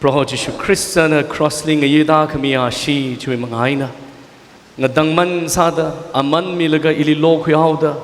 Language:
Tangkhul Naga (India)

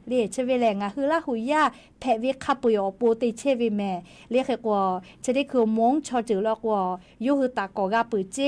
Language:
Lahu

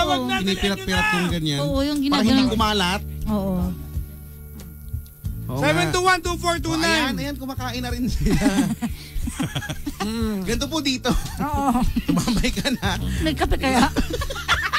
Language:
Filipino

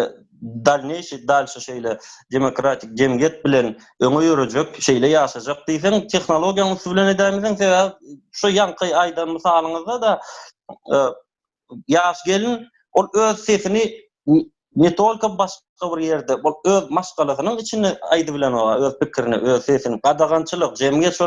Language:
Turkmen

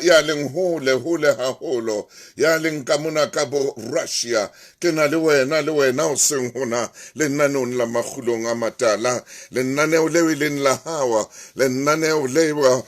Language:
Southern Sotho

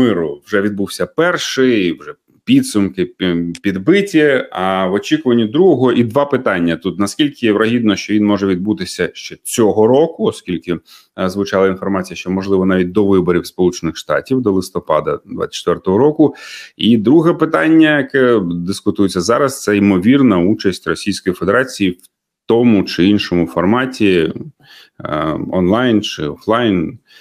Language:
Ukrainian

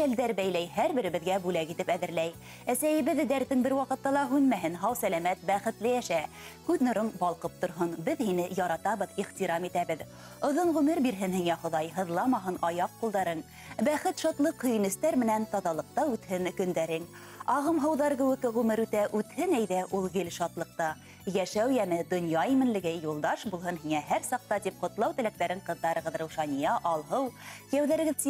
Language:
Bashkir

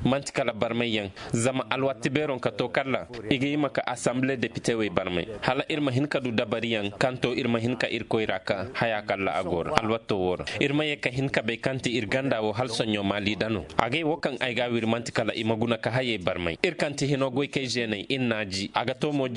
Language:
Koyraboro Senni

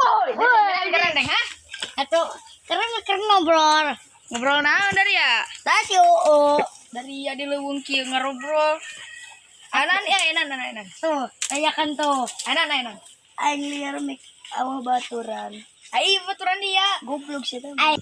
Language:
Sundanese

